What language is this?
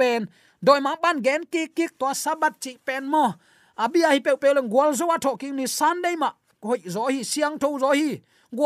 Tedim Chin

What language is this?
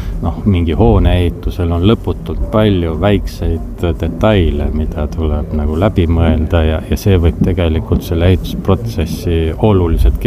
Estonian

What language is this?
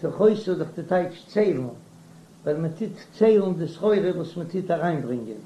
Yiddish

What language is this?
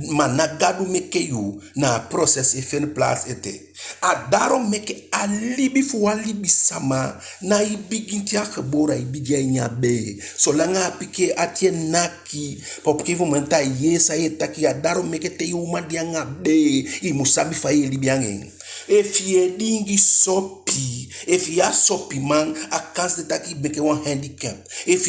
Eastern Maroon Creole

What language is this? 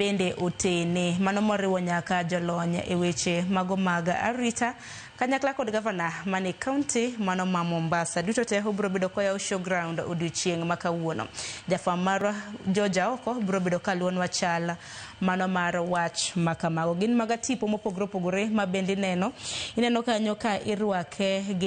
Luo (Kenya and Tanzania)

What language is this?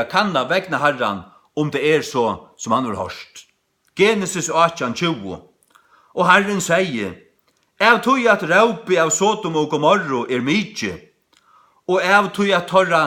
Faroese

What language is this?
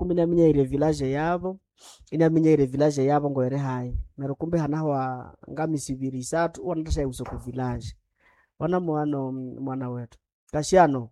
Nande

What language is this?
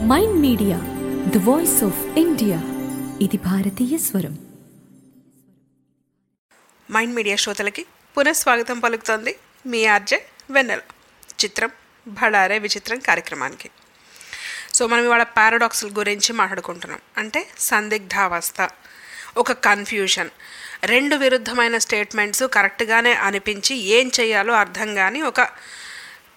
Telugu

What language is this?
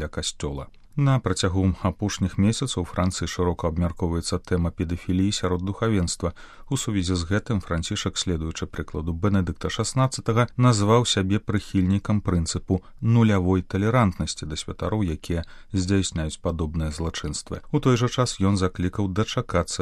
Belarusian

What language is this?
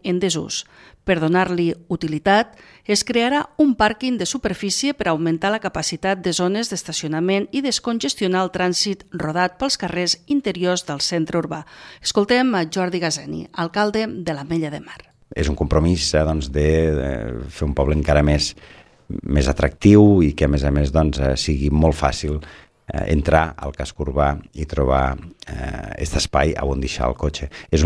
Catalan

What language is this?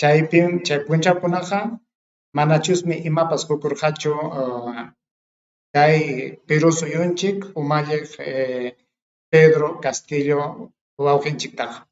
Ayacucho Quechua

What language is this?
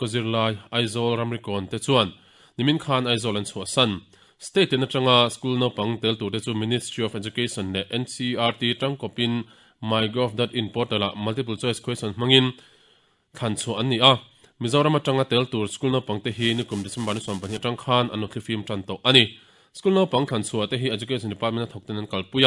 Mizo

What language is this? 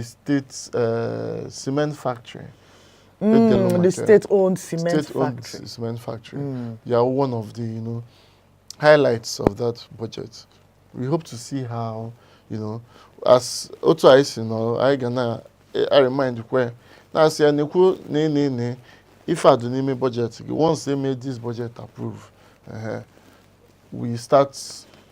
Igbo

